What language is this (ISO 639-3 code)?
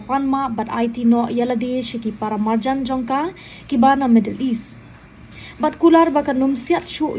kha